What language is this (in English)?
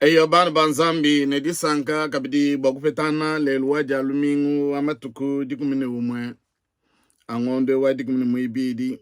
Luba-Lulua